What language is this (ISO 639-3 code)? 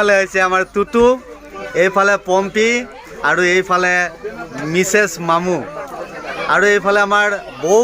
asm